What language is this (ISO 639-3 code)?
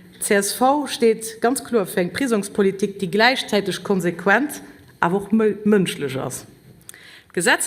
ltz